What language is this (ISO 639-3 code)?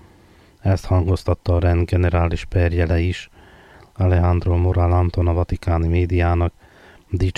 hun